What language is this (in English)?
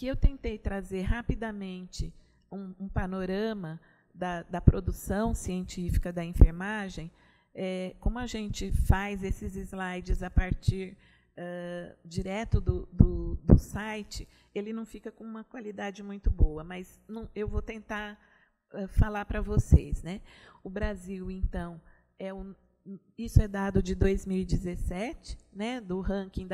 Portuguese